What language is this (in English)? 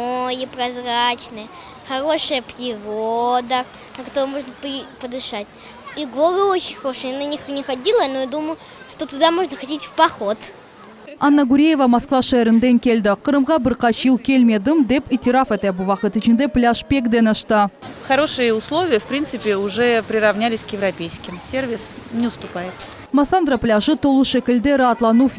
Crimean Tatar